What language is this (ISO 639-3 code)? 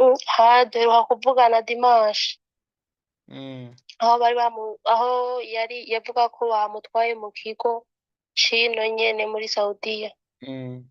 run